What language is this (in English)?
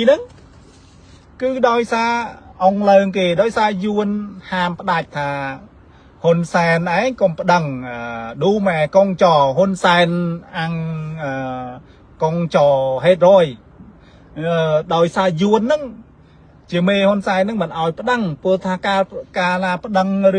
Khmer